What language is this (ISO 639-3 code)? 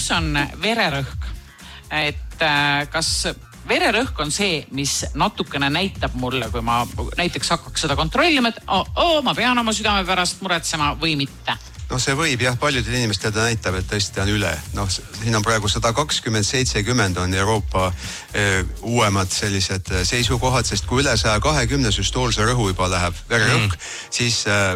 est